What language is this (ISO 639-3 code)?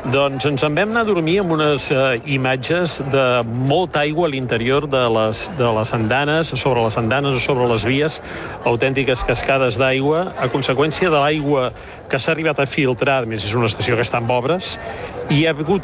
cat